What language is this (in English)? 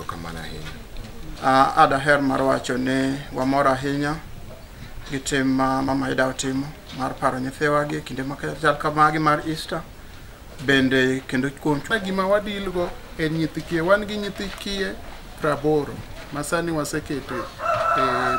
Luo (Kenya and Tanzania)